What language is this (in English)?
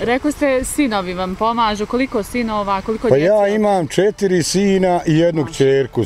Bosnian